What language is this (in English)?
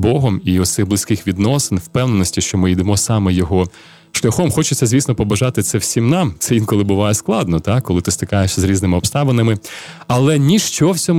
Ukrainian